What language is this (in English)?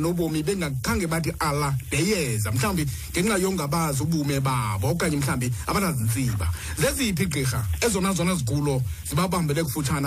Xhosa